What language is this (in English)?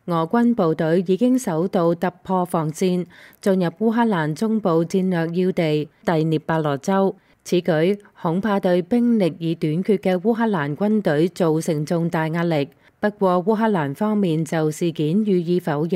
Cantonese